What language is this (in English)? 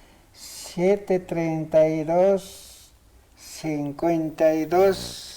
Aymara